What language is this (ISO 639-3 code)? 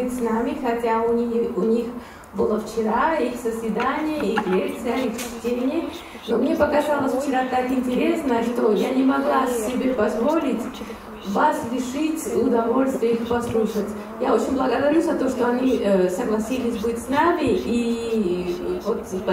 rus